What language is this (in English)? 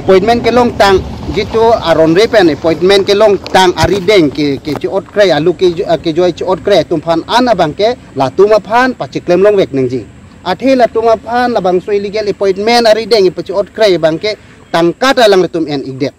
Karbi